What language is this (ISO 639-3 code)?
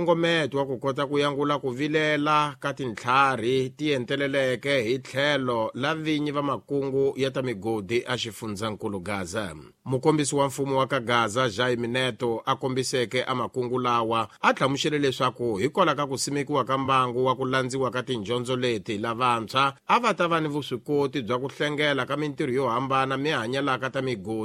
tso